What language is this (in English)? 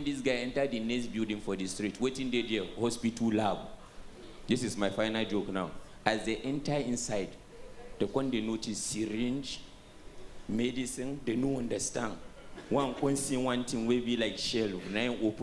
Nigerian Pidgin